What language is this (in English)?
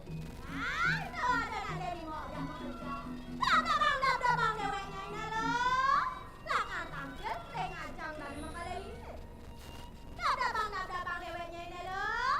Balinese